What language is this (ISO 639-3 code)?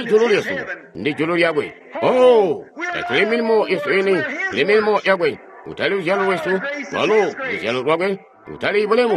toi